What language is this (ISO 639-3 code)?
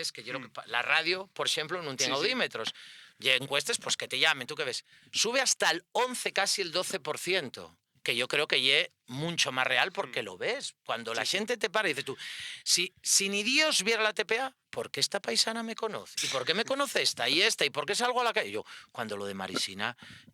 ast